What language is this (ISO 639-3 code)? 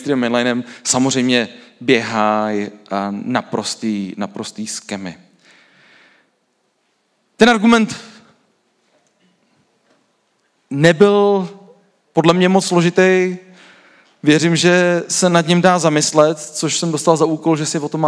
ces